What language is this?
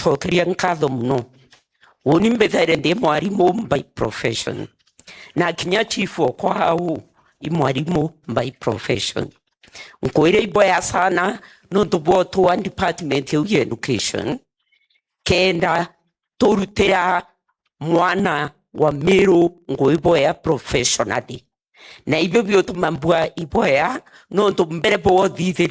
Meru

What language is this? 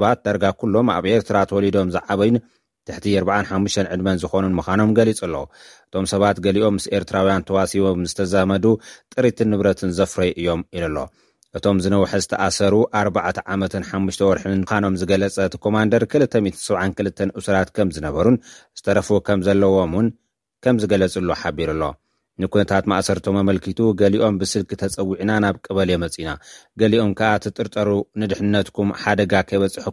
Tigrinya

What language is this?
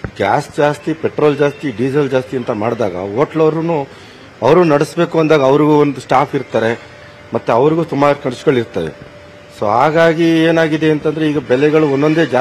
Kannada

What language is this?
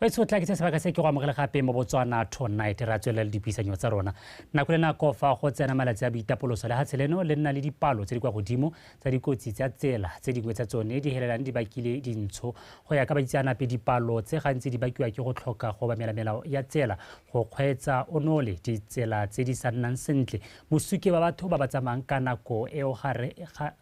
Tswana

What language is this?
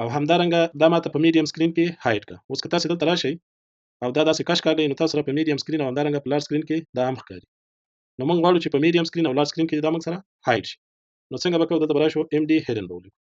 Pashto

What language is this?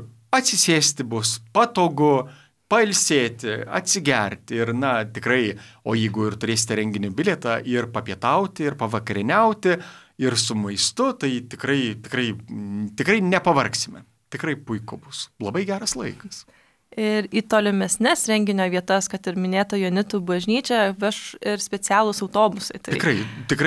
Lithuanian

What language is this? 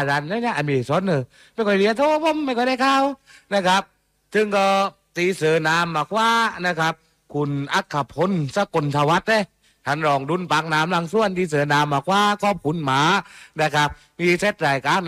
Thai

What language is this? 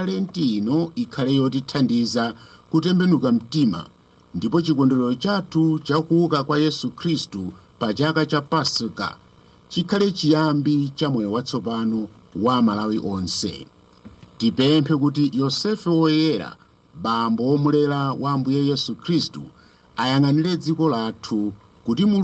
Nyanja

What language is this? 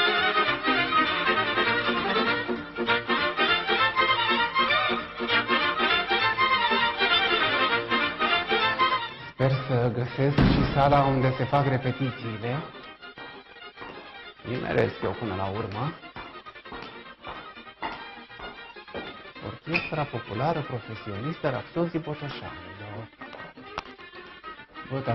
Romanian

